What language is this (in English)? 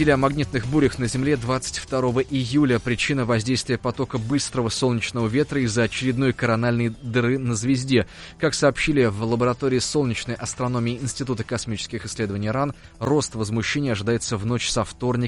Russian